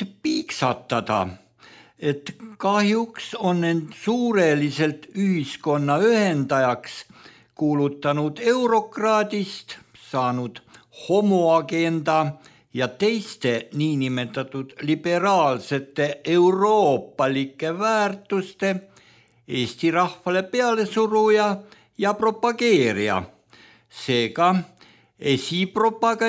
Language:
Estonian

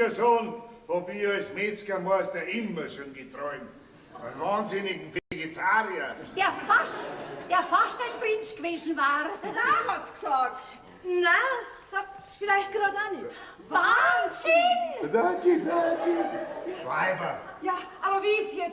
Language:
Bavarian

